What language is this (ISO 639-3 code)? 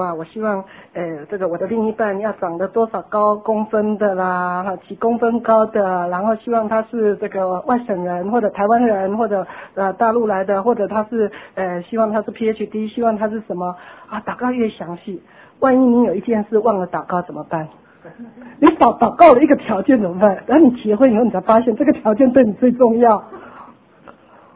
zho